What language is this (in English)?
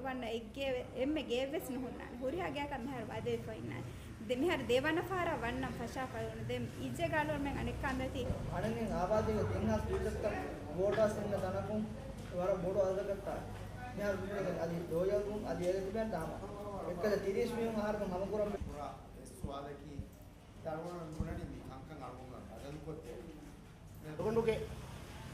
Divehi